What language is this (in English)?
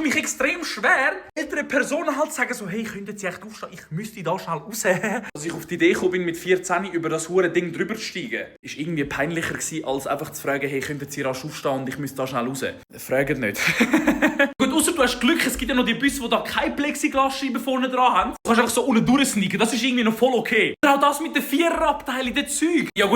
Swiss German